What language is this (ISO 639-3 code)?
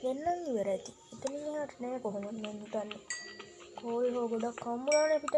sin